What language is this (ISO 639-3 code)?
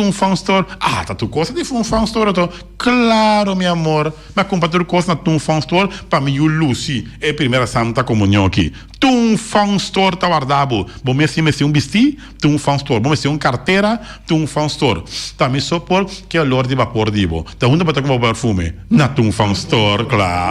pap